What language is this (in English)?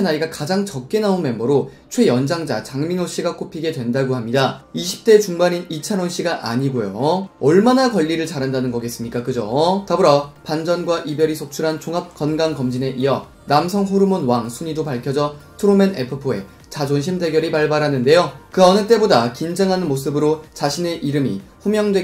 Korean